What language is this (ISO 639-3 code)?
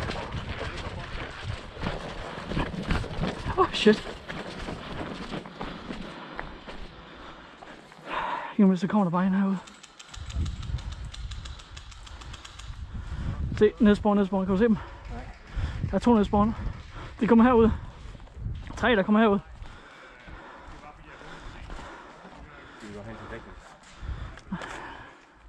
dan